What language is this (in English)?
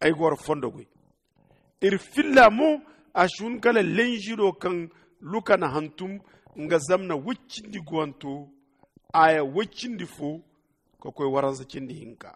Zarma